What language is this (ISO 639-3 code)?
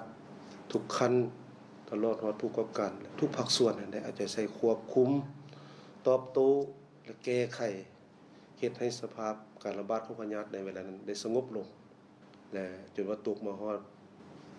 lao